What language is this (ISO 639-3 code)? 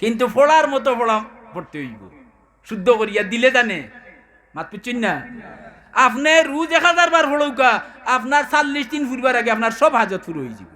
syl